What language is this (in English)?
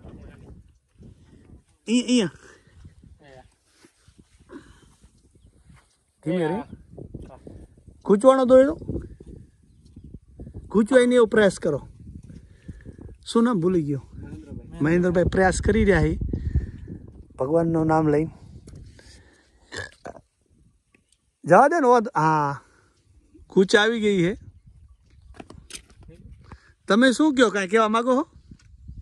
Gujarati